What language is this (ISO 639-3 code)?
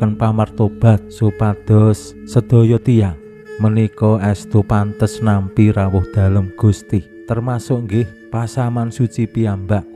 jav